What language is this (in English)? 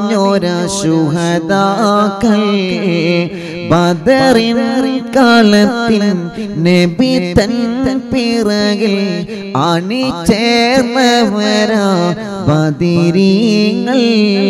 Malayalam